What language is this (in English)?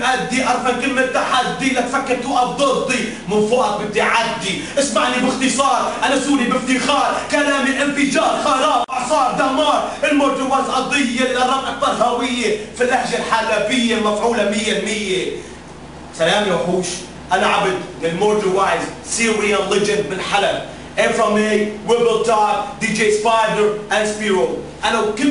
North Levantine Arabic